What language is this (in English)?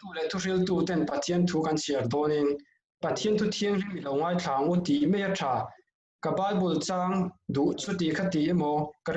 Mizo